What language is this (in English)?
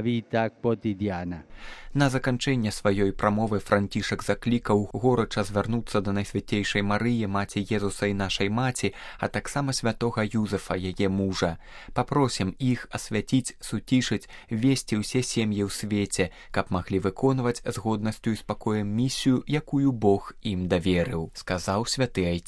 Belarusian